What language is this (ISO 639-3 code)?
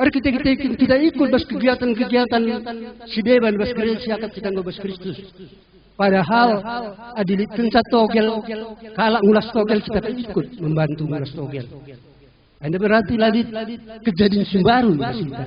btx